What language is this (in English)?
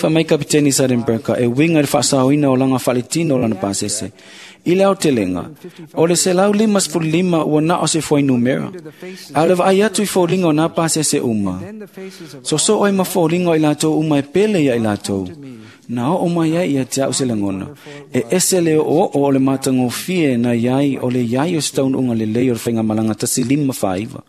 Samoan